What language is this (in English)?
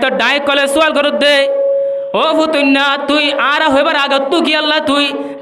Rohingya